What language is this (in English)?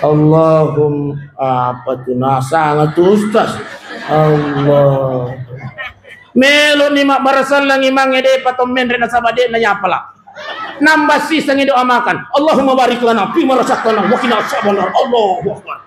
Buginese